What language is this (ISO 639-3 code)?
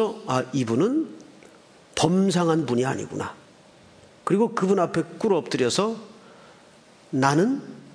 kor